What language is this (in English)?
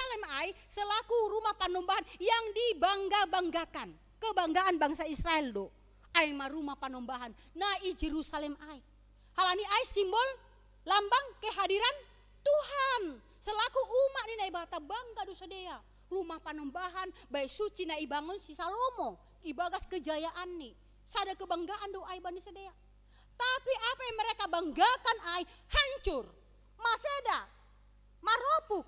Batak Simalungun